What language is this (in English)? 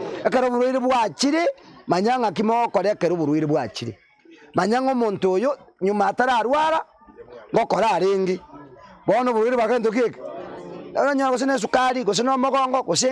Gusii